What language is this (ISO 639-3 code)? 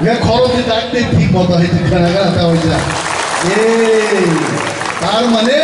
trp